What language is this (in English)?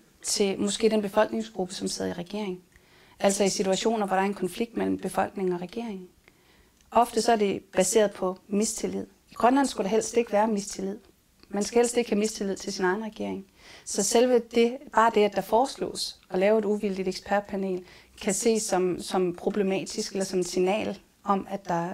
Danish